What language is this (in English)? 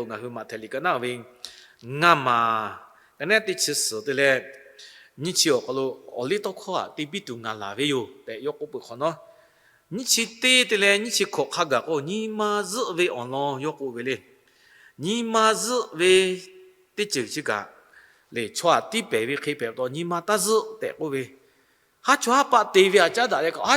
Lahu